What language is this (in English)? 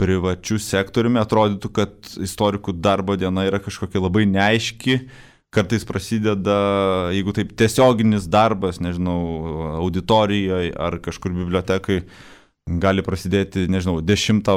Lithuanian